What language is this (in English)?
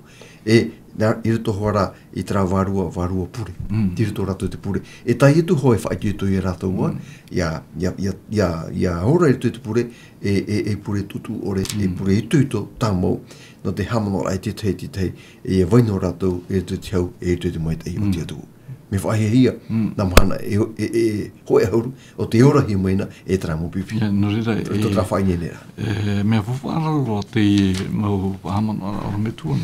Tahitian